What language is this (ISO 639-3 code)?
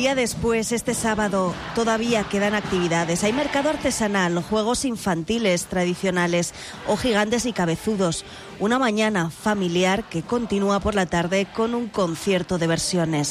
spa